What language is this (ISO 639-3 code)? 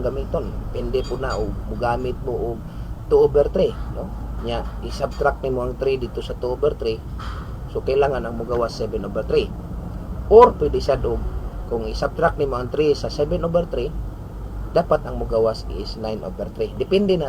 ceb